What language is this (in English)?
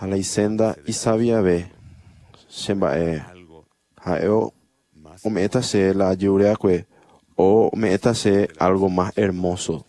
Guarani